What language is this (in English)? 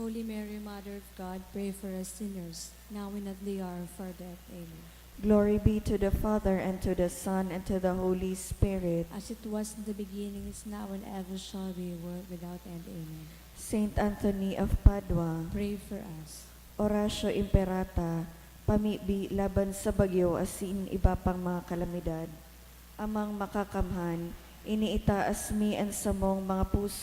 Bikol